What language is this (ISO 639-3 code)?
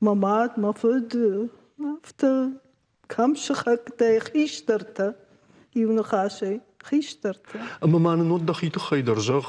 oss